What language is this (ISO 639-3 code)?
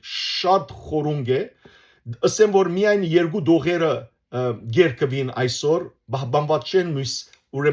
hyw